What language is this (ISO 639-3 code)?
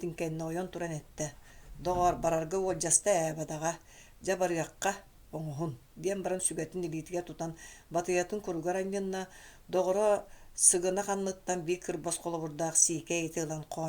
sah